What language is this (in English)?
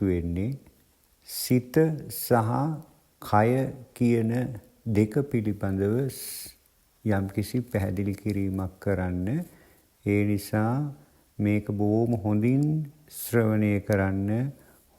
Sinhala